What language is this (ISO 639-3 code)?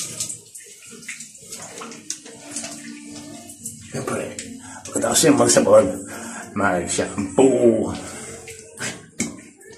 fil